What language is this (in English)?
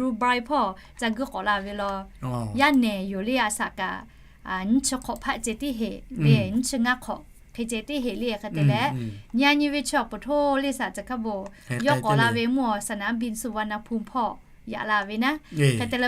Lahu